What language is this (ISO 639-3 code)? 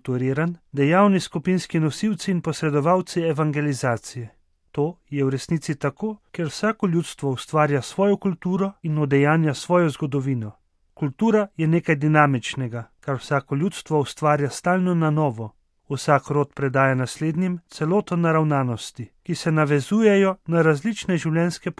slv